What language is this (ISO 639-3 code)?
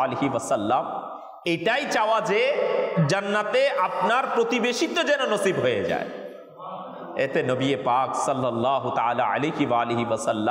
ben